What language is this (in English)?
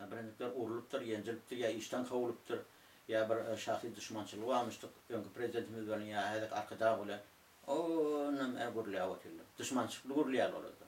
Turkmen